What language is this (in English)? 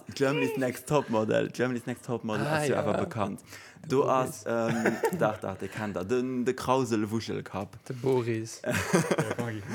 Luxembourgish